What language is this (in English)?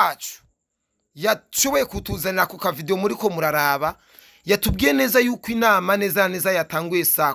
Rundi